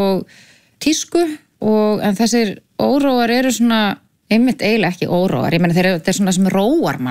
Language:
Icelandic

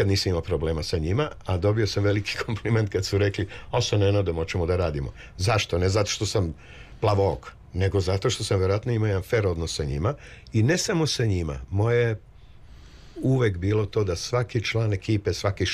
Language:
Serbian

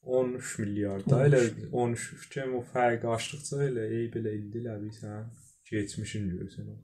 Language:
South Azerbaijani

